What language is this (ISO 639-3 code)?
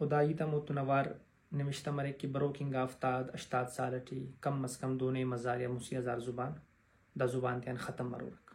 brh